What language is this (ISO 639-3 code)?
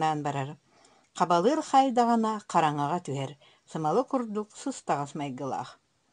sah